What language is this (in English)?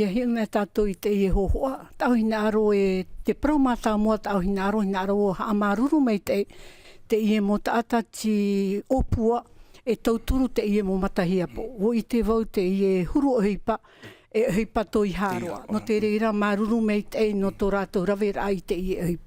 Tahitian